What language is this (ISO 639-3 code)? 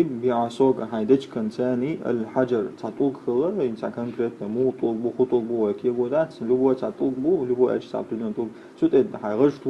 che